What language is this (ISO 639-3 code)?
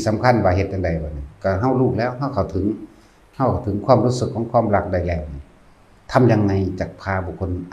tts